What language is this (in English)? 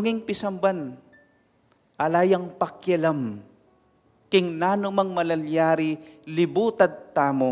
Pampanga